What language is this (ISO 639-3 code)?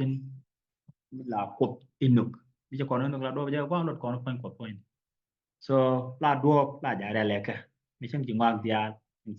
nus